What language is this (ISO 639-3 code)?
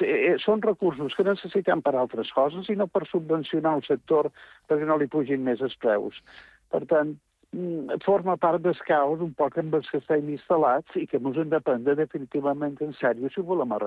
cat